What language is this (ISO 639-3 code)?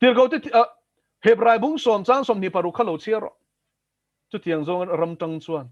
lus